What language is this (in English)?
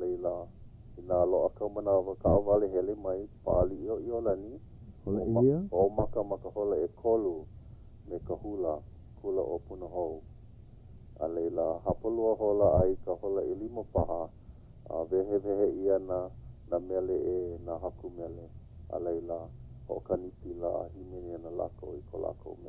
Hawaiian